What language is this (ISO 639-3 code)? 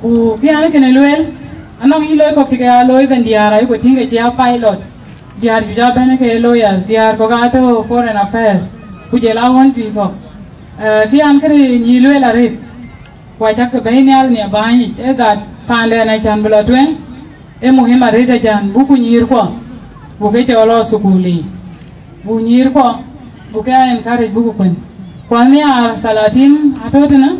din